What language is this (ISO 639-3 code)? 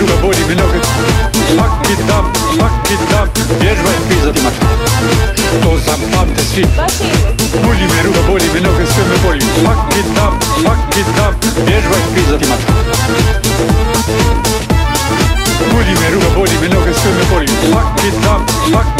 hrv